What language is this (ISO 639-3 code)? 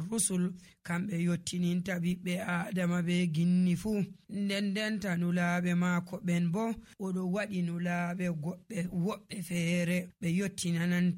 fuv